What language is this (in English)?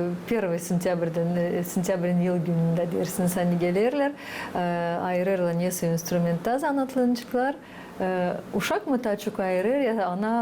Gagauz